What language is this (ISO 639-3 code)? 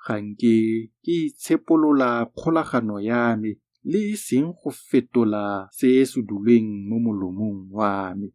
tsn